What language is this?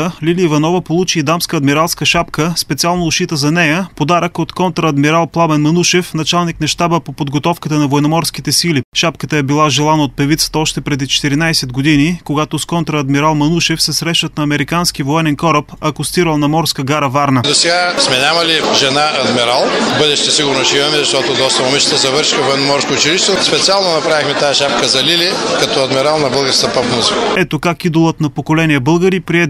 Bulgarian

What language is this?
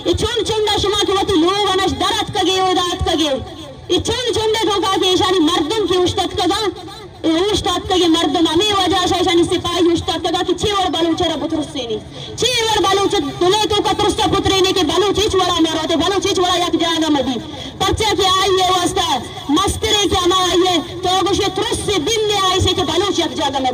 Eastern Balochi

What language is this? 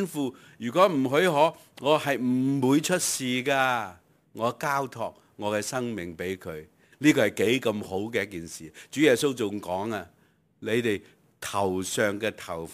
Cantonese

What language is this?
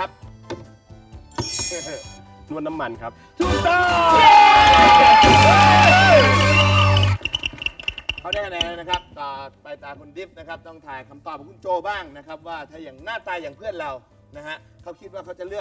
Thai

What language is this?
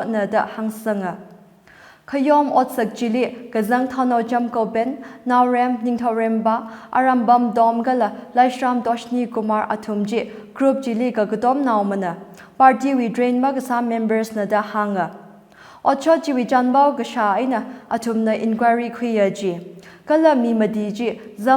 Tangkhul Naga (India)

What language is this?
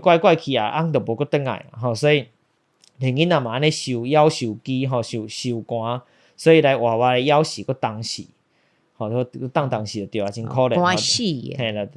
Min Nan Chinese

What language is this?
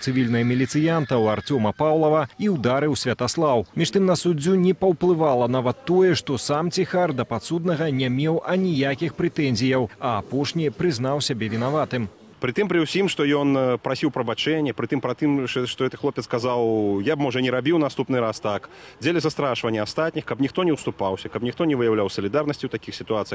Belarusian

